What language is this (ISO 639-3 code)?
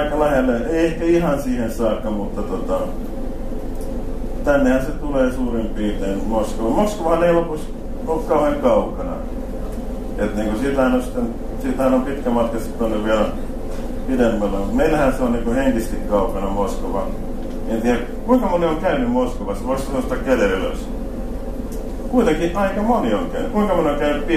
fin